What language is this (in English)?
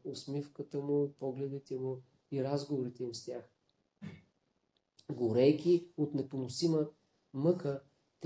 Bulgarian